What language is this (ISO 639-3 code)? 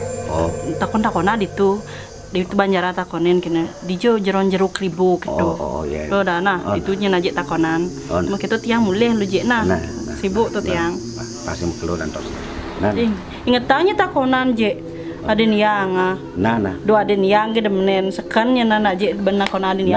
ban